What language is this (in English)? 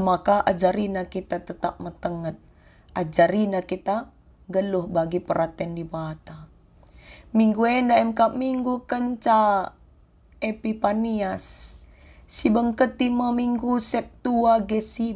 Batak Karo